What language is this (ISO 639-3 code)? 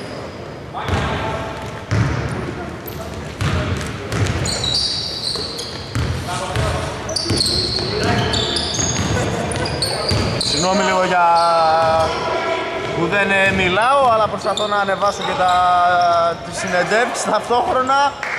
ell